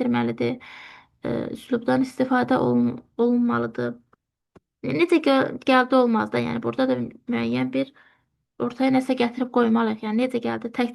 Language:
Azerbaijani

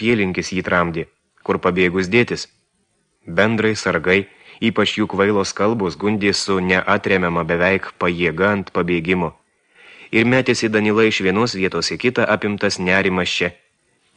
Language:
Lithuanian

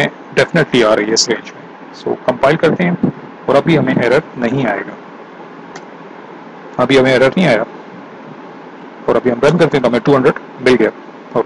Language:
Hindi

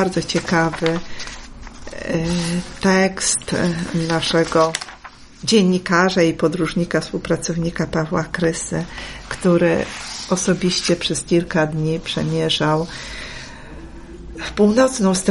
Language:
Polish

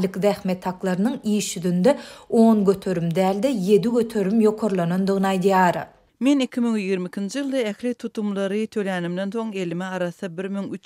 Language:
Turkmen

